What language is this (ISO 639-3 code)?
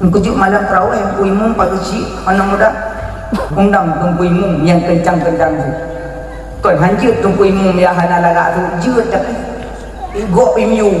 ace